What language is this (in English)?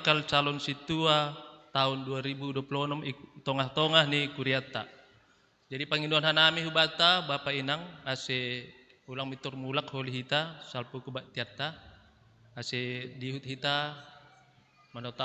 Batak Simalungun